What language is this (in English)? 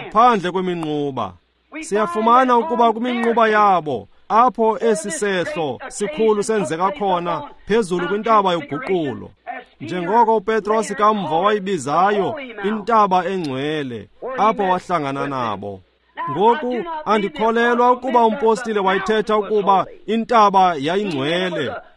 Xhosa